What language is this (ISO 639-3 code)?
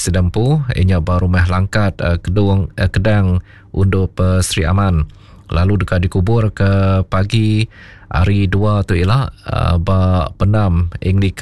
iba